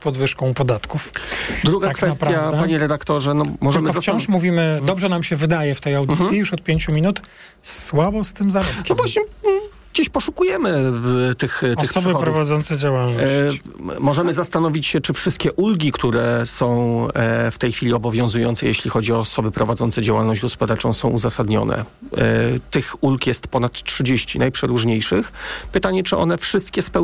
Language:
Polish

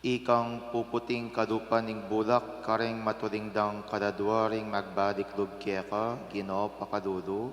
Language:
Pampanga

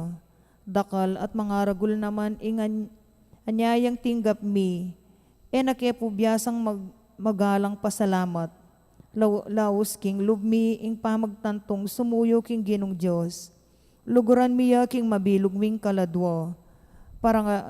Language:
Pampanga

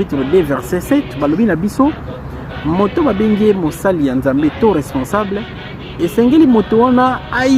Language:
Lingala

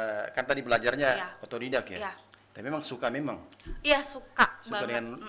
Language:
Indonesian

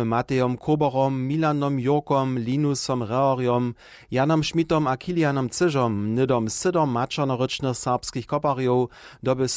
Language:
Upper Sorbian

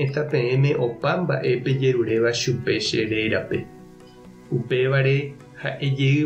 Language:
Guarani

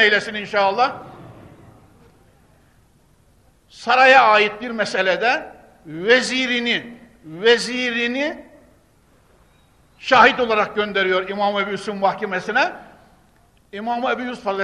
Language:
Turkish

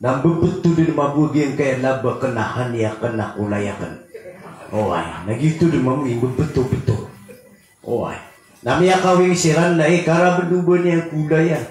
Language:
Maranao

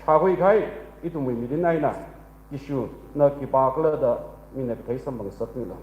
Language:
Tangkhul Naga (India)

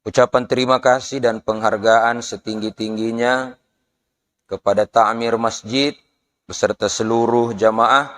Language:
Buginese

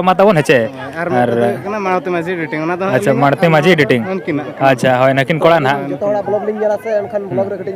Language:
Santali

